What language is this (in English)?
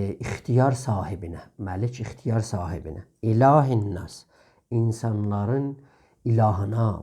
South Azerbaijani